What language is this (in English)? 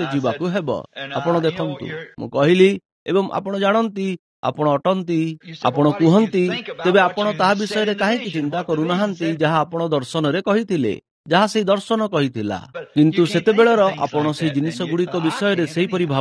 Odia